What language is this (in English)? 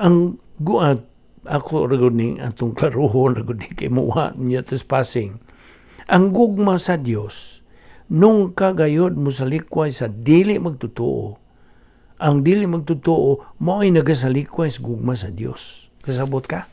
Cebuano